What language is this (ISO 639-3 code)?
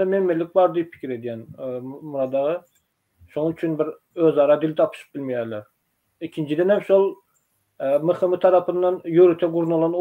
tuk